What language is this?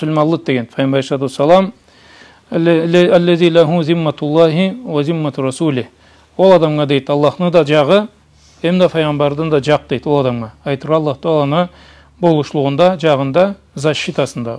Karachay-Balkar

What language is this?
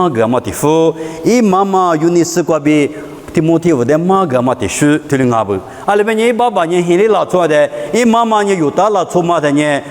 Lisu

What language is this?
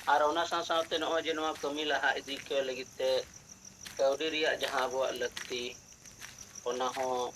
Santali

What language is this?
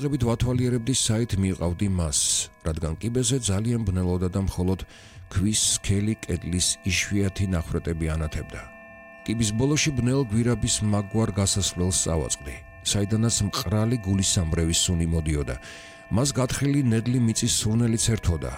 Georgian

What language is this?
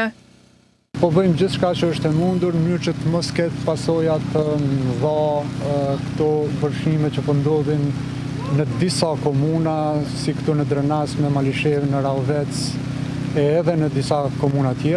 Albanian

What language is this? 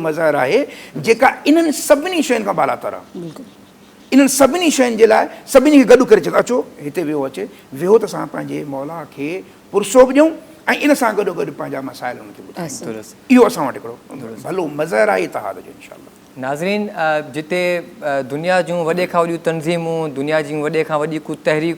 Sindhi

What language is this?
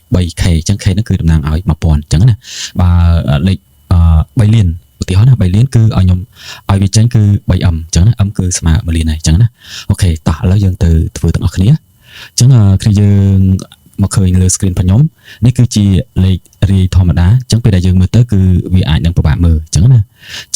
Khmer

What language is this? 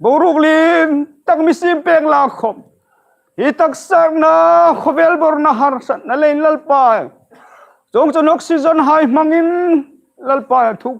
Hmar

